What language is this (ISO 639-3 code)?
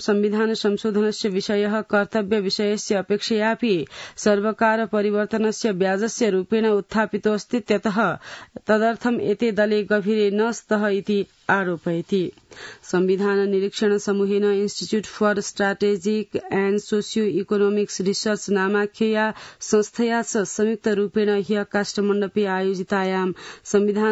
san